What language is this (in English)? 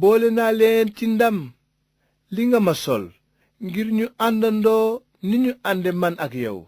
Wolof